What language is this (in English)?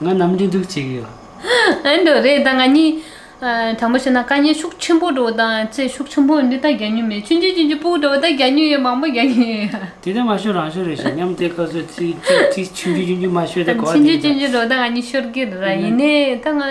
Tibetan